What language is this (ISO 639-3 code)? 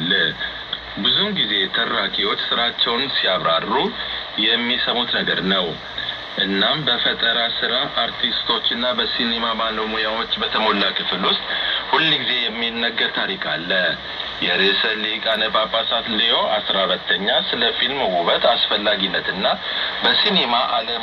amh